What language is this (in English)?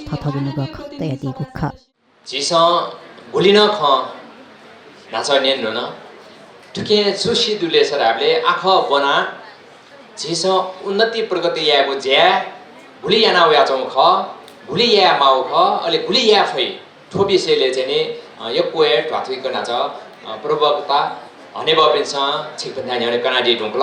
Newari